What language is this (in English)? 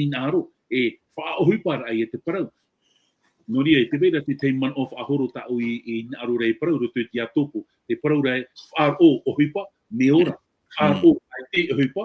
Tahitian